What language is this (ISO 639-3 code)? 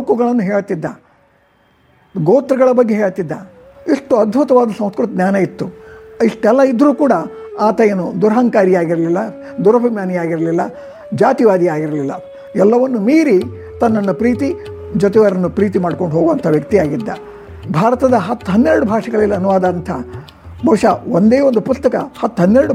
kan